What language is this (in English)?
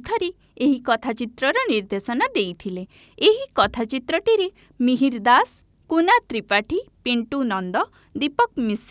Odia